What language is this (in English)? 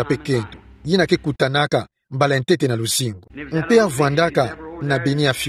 Kituba (Democratic Republic of Congo)